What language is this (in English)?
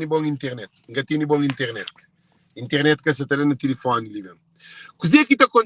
Kabuverdianu